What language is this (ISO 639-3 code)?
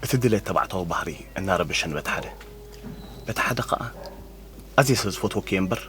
tir